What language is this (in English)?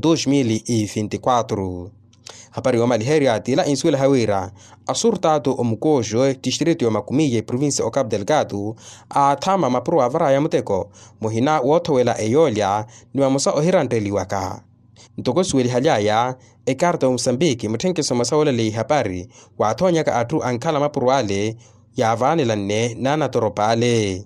Makhuwa